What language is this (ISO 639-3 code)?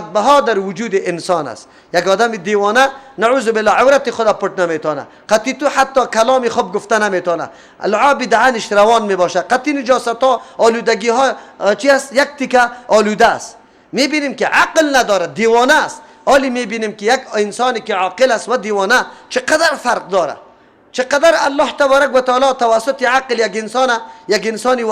fas